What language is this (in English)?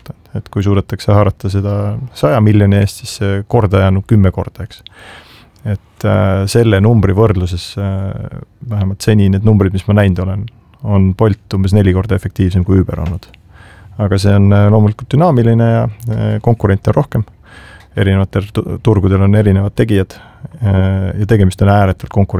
Estonian